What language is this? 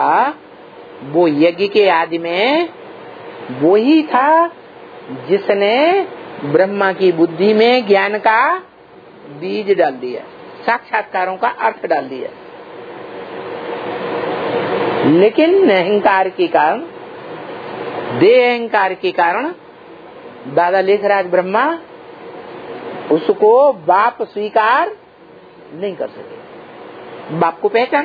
Hindi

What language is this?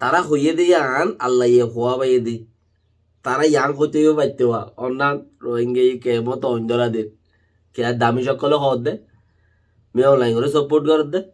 Rohingya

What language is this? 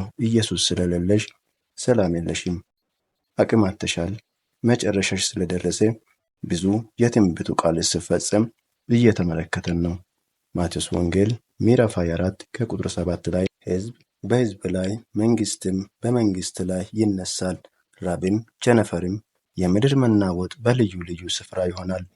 Amharic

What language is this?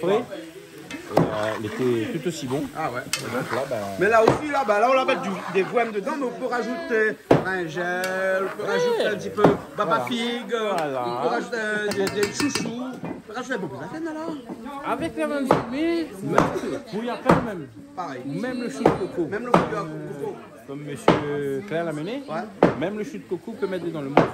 Réunion Creole French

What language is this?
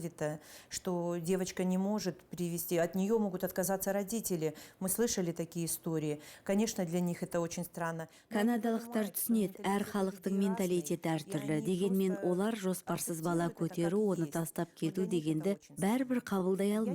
Kazakh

